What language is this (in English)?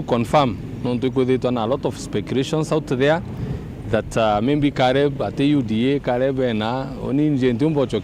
Meru